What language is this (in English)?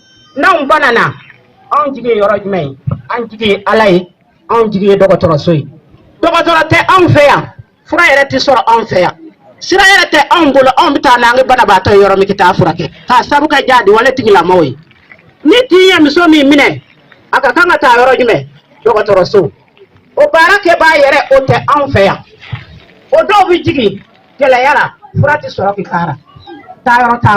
Bambara